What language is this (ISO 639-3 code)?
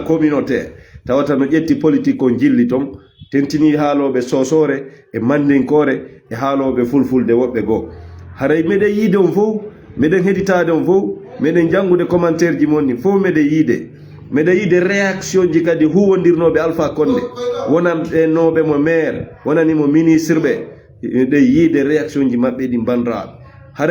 ful